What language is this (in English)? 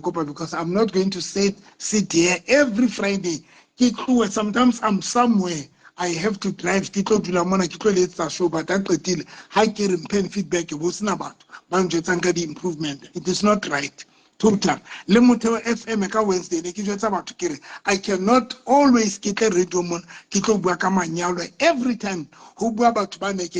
Southern Sotho